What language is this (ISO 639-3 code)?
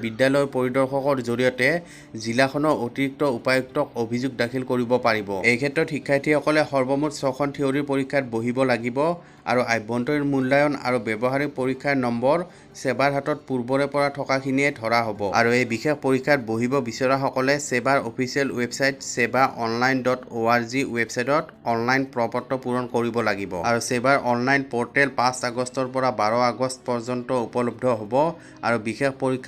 asm